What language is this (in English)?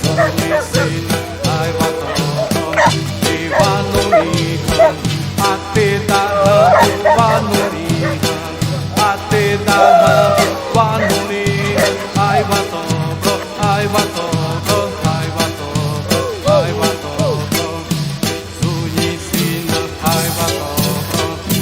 Xavánte